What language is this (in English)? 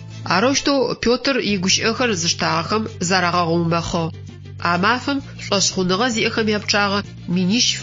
Adyghe